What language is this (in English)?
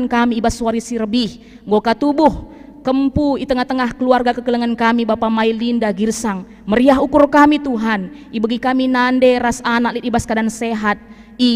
Batak Karo